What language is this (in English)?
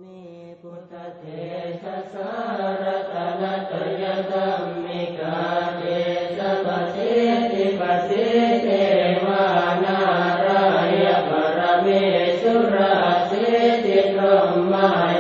Pali